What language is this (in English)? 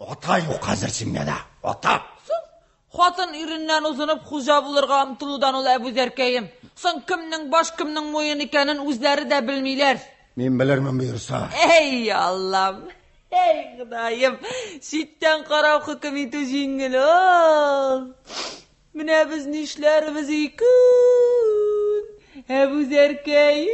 Tatar